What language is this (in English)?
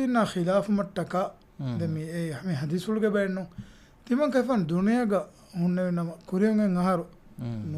Divehi